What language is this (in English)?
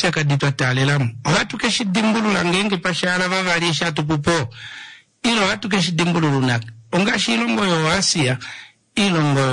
Kuanyama